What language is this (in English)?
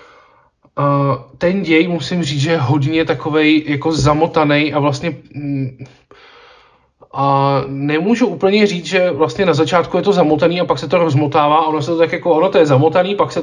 Czech